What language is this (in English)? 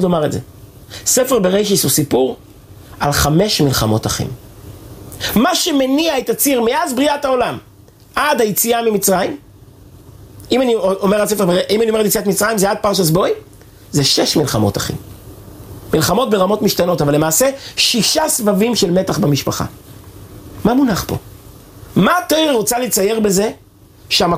Hebrew